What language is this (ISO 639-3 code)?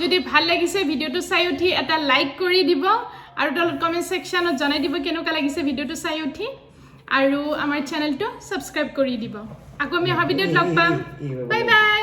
asm